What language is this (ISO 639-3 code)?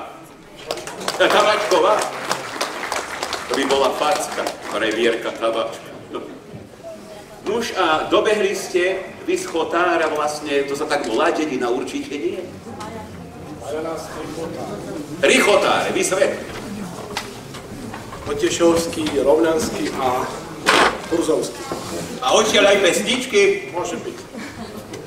slk